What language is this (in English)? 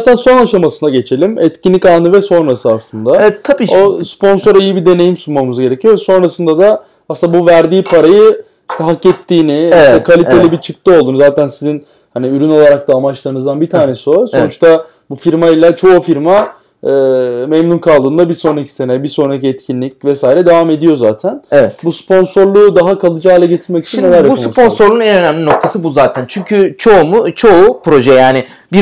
Turkish